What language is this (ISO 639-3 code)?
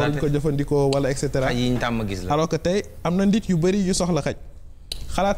wol